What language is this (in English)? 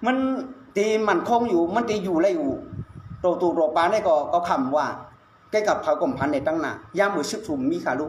Shan